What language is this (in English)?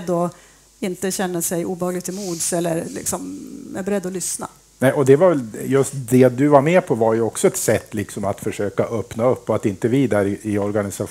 Swedish